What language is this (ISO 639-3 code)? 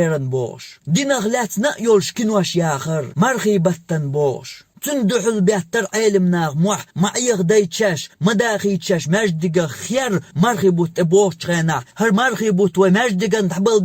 che